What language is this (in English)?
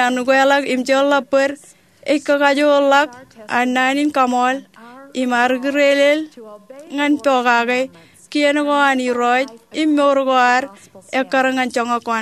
Marshallese